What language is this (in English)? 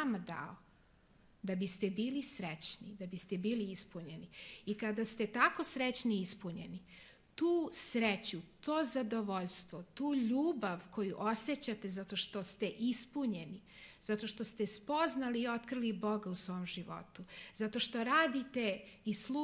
Serbian